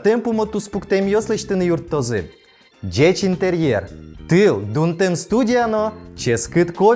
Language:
Udmurt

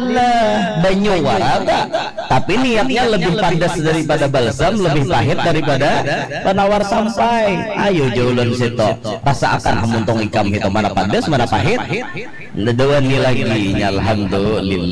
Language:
Banjar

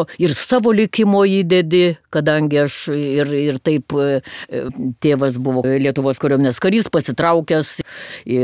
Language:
Lithuanian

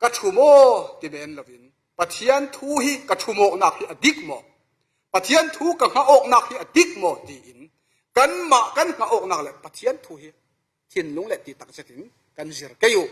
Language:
Falam Chin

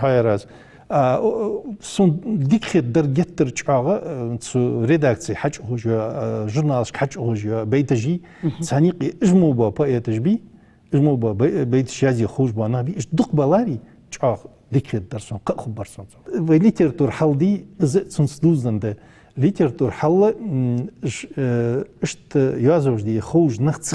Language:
Ingush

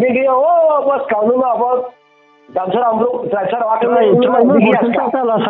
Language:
Riang (India)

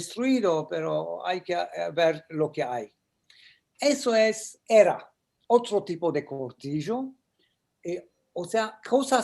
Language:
Ladino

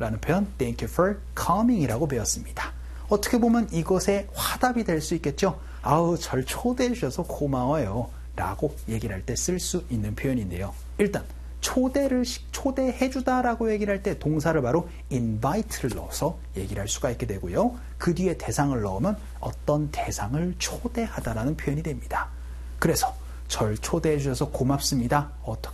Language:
Korean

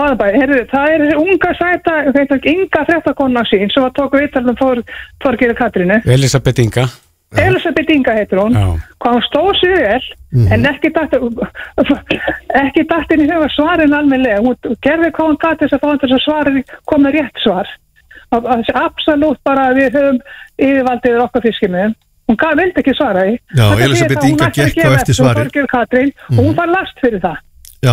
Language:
Icelandic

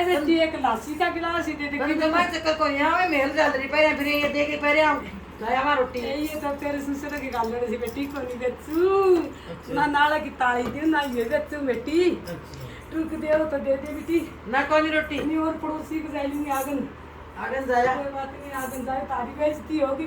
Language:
Haryanvi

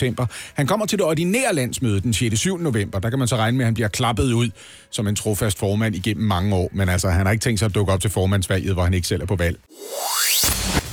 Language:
Danish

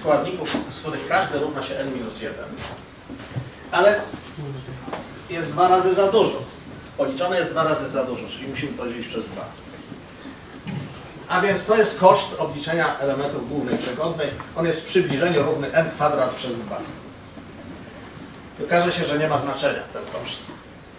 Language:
Polish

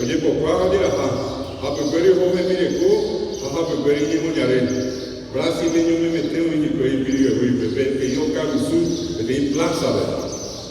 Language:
Guarani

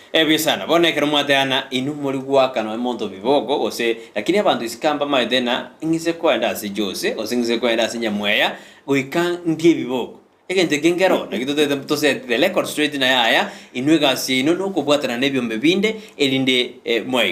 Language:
Gusii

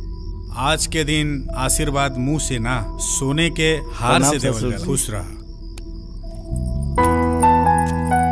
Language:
Bhojpuri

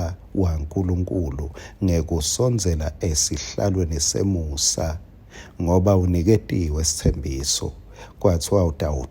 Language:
Swati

